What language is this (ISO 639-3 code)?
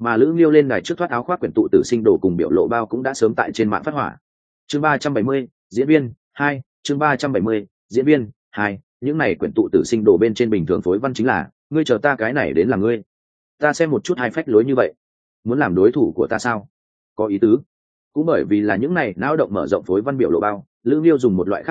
vie